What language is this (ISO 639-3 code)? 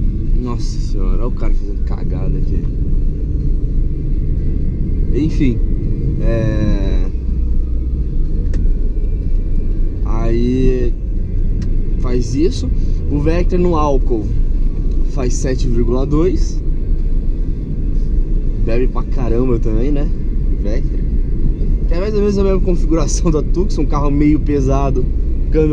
por